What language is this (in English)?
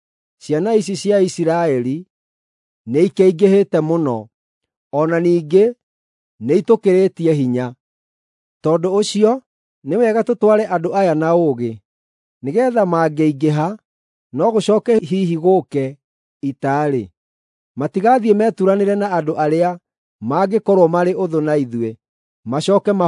Kikuyu